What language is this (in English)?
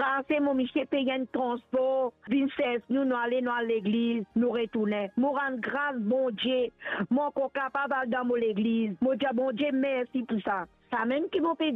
Morisyen